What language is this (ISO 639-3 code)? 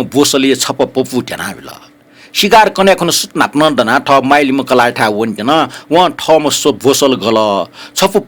new